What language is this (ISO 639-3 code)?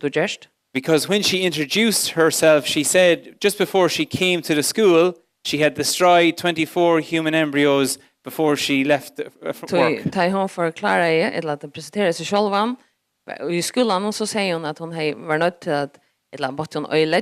fao